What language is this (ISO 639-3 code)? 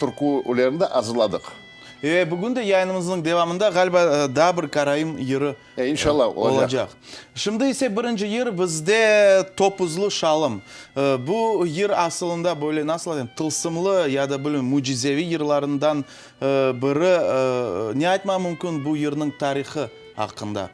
crh